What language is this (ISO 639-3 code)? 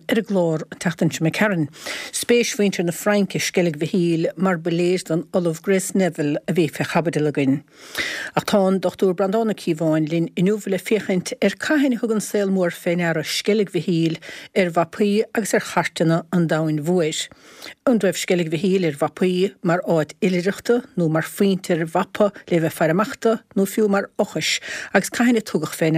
gle